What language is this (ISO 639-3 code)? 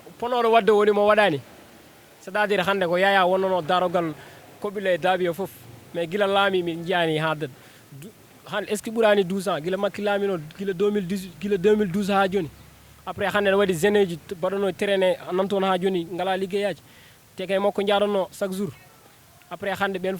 ful